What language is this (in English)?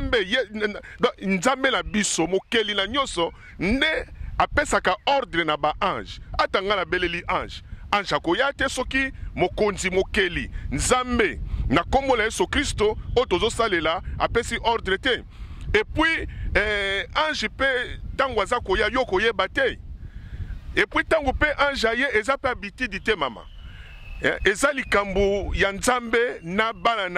Lingala